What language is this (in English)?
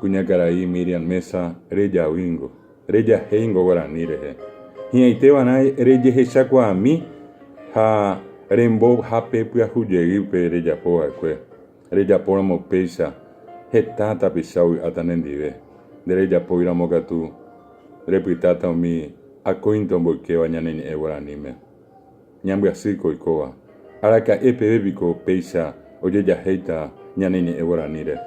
Guarani